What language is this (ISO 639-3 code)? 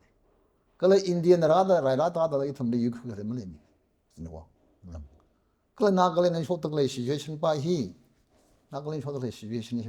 nmf